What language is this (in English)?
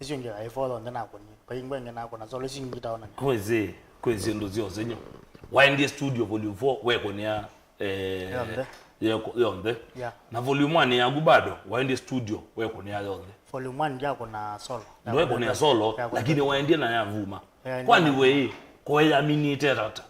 Kamba